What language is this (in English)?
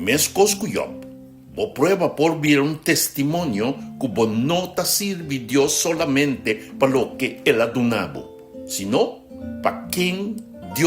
Papiamento